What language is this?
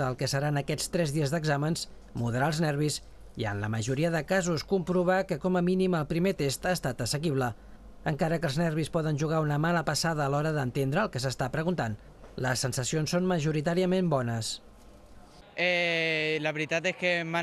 Catalan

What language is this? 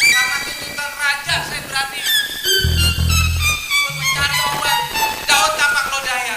Betawi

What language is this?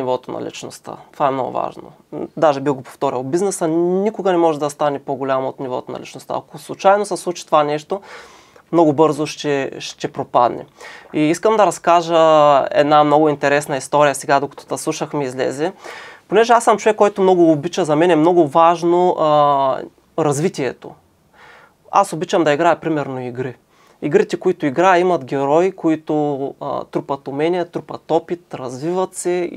Bulgarian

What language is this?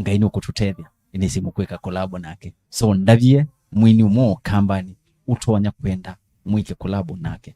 Kamba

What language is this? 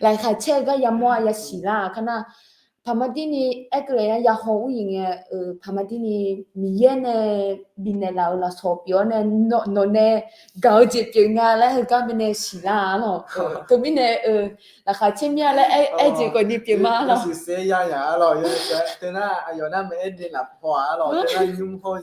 Akha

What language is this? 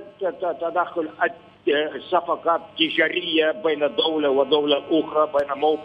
Arabic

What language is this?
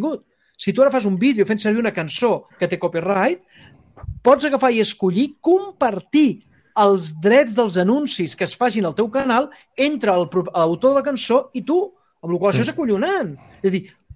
Catalan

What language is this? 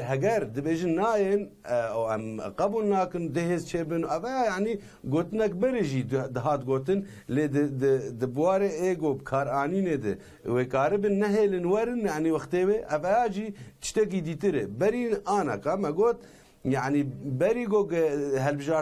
Kurdish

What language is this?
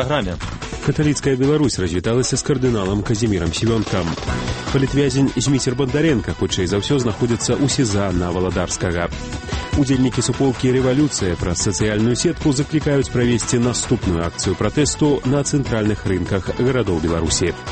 Belarusian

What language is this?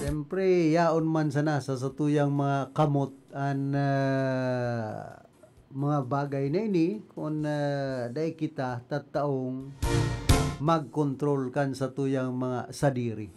Bikol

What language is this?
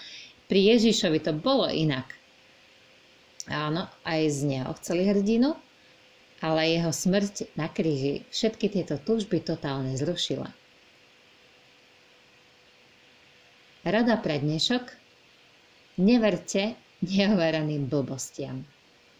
Slovak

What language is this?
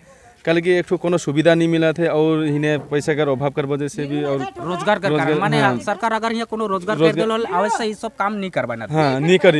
Sadri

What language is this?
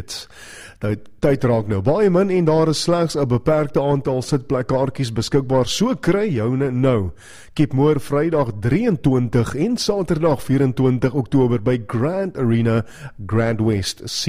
Afrikaans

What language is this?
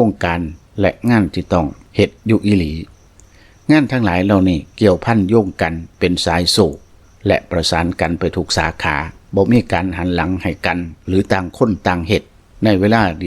Lao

